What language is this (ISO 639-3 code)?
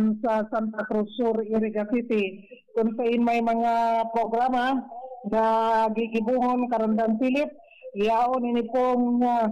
bik